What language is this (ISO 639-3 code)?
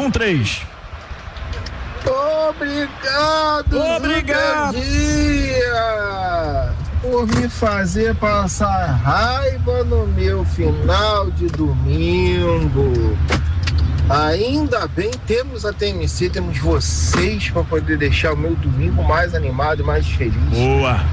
por